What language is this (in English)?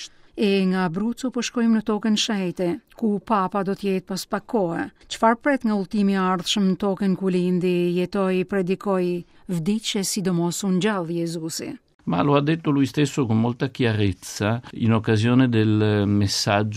Albanian